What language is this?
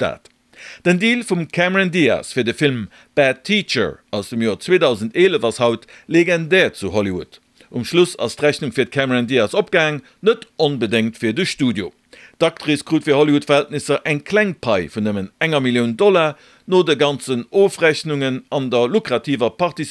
Luxembourgish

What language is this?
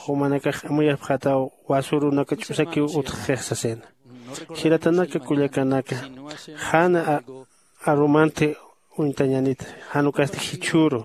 Aymara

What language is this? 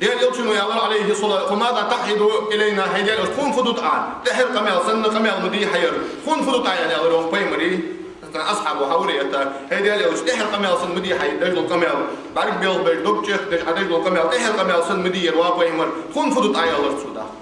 Ingush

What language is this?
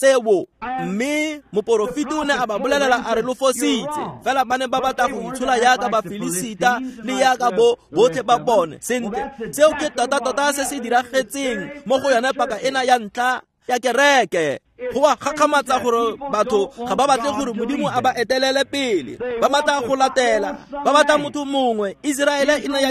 Tswana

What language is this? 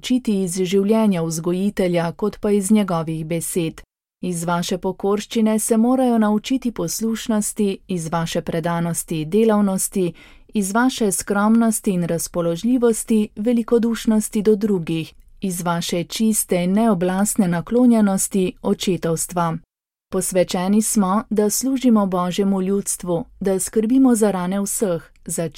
Slovenian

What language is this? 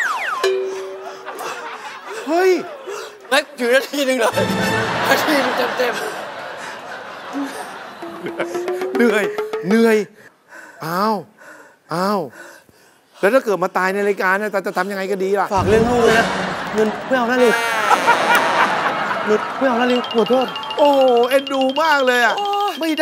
Thai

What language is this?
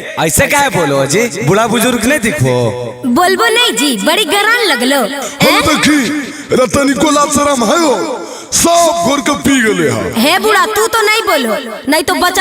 Magahi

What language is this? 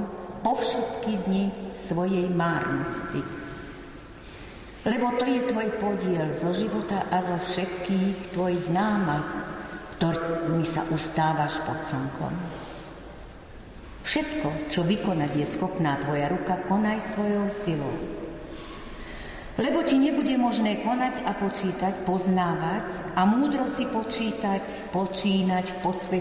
Slovak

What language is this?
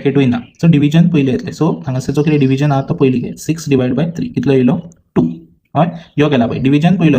Konkani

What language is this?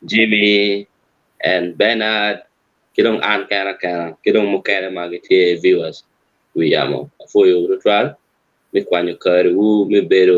Acoli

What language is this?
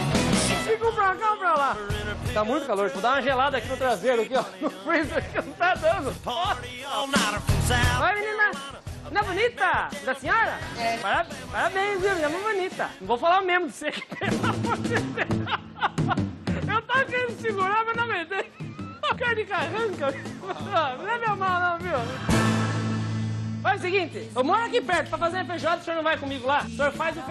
Portuguese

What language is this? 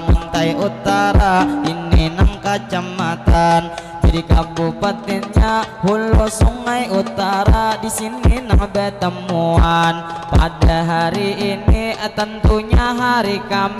Banjar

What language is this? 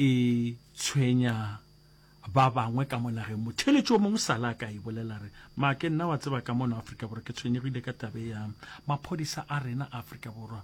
Northern Sotho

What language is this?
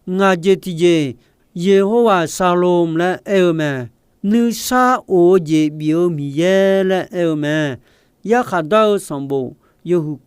Akha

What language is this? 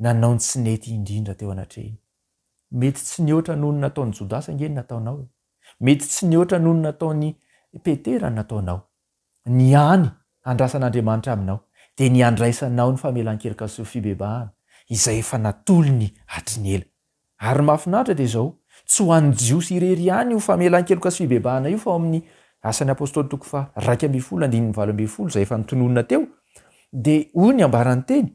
Malagasy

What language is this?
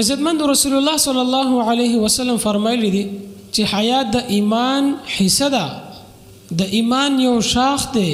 Pashto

